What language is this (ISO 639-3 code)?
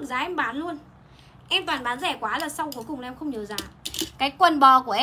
vie